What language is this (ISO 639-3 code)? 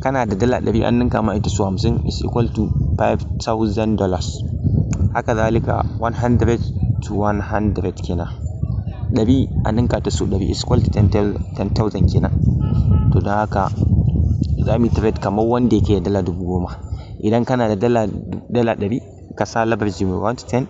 hau